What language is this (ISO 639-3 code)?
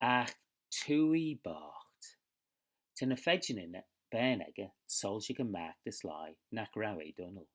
glv